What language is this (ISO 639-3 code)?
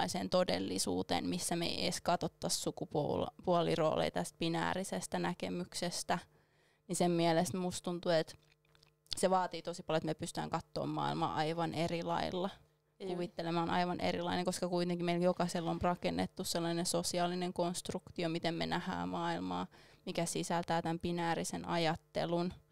fin